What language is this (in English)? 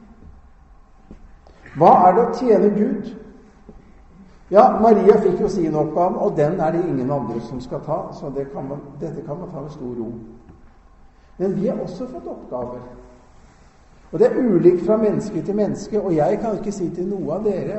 Norwegian